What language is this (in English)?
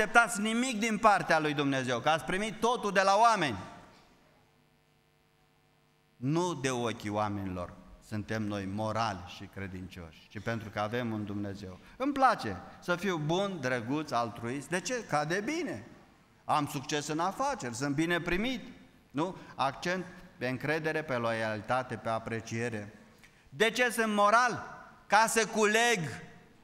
Romanian